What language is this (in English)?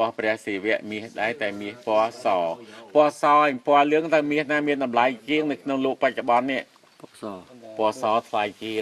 Khmer